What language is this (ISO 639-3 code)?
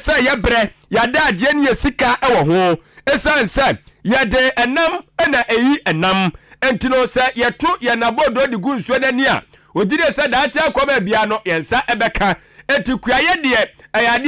aka